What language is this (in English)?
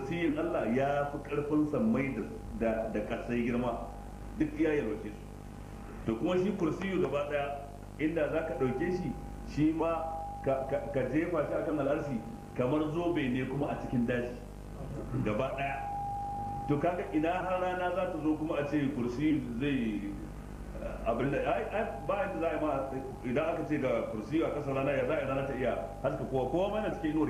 Hausa